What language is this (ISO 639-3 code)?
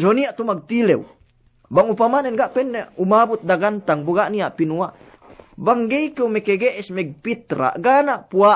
yka